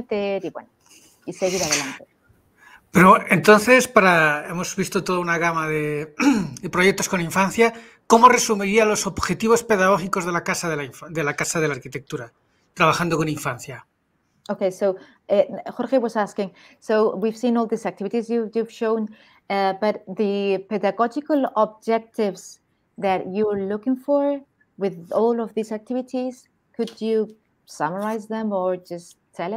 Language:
Spanish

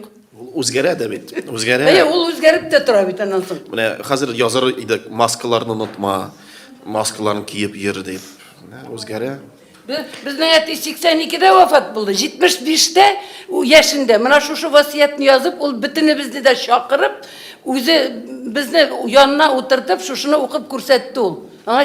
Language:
Tatar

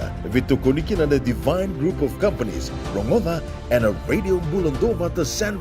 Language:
Fijian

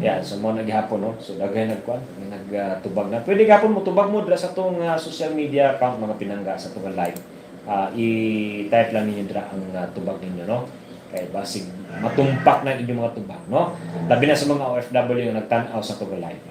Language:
Cebuano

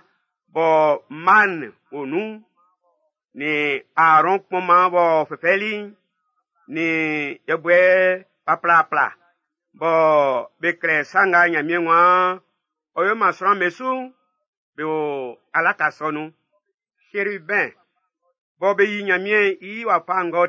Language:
Baoulé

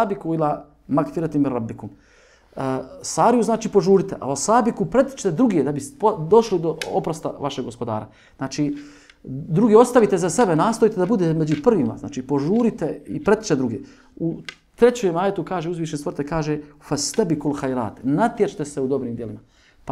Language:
Bosnian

